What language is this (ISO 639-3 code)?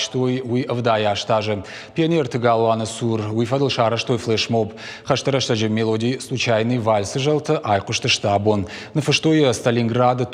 oss